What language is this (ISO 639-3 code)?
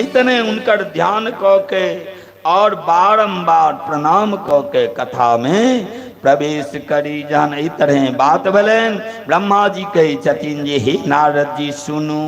mai